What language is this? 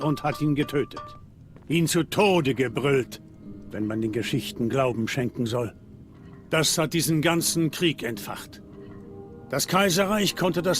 Swiss German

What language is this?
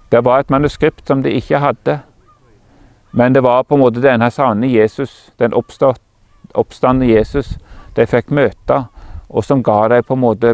Norwegian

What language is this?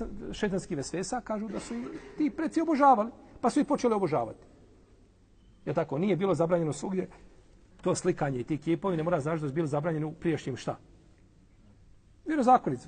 Bosnian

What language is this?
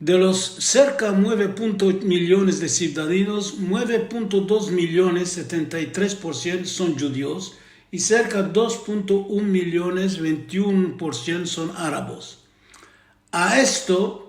Ladino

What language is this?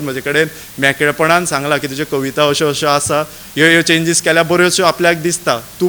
Konkani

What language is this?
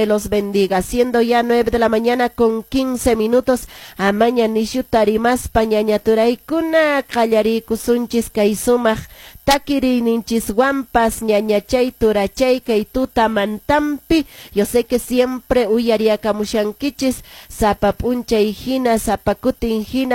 Quechua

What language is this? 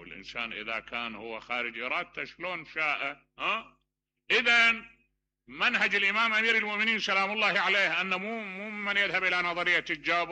Mesopotamian Arabic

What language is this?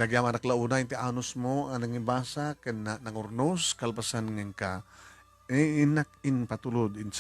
Iloko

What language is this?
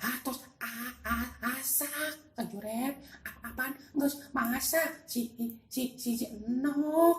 Sundanese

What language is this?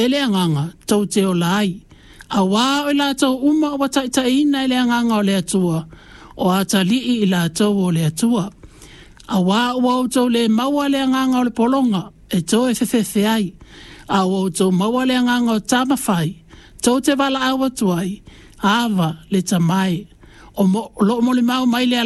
Samoan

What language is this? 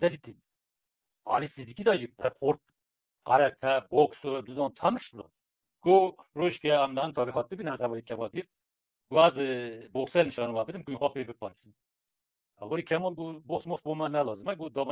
Kurdish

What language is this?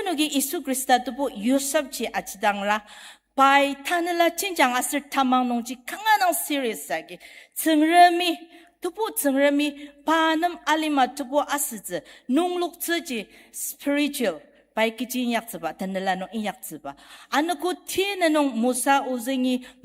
Ao Naga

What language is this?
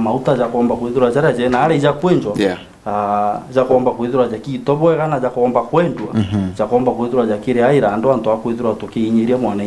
Meru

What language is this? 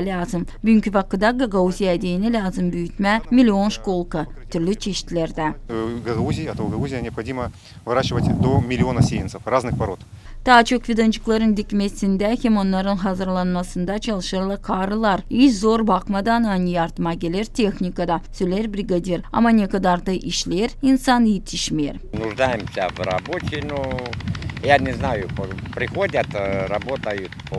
Gagauz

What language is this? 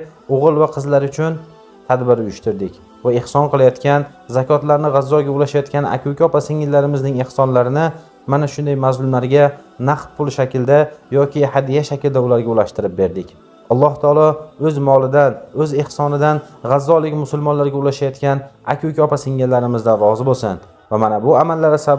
Uzbek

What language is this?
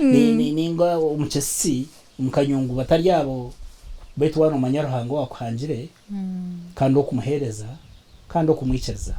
Nyankole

